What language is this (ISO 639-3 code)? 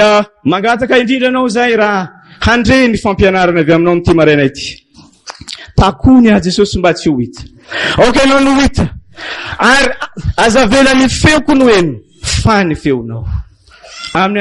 mlg